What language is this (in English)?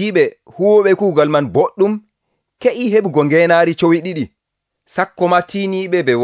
Nigerian Fulfulde